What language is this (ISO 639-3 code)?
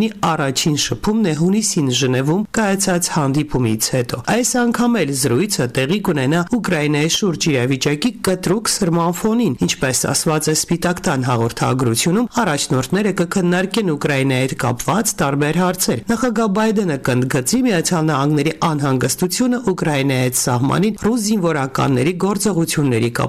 hye